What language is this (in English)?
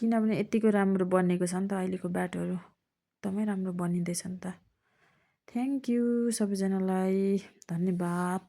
Nepali